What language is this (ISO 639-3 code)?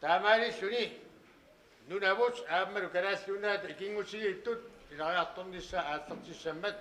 kal